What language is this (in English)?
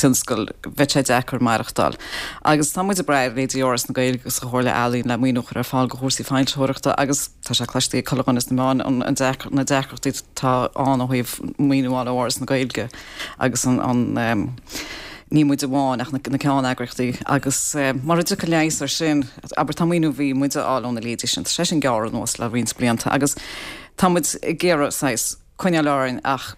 Irish